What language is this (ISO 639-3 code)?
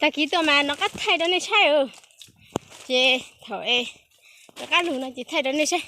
hmn